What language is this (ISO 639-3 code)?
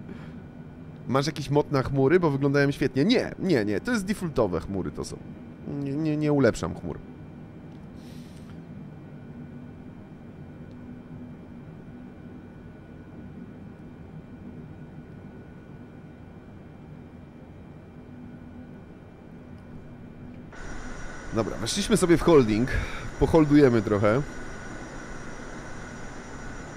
pol